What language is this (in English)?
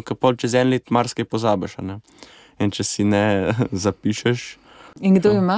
Slovenian